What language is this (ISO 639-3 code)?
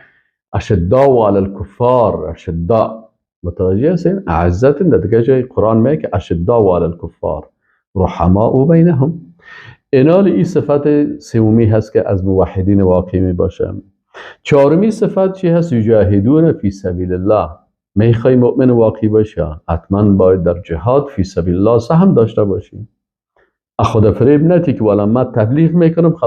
fas